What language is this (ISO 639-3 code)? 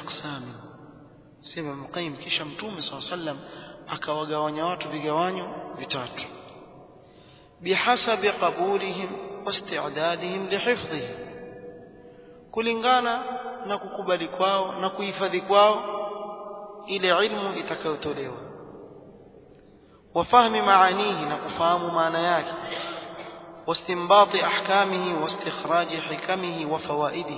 swa